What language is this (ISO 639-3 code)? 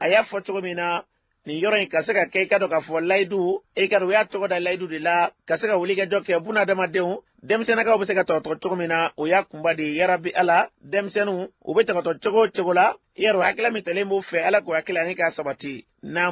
bam